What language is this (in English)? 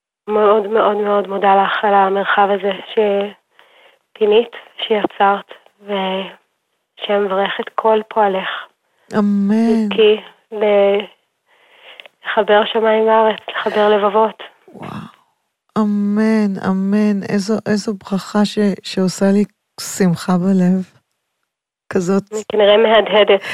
Hebrew